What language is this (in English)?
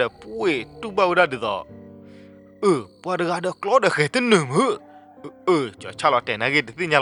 S'gaw Karen